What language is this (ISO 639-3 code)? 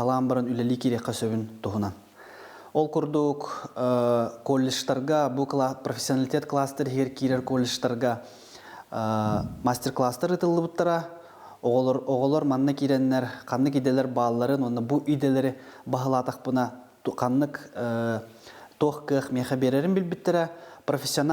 sah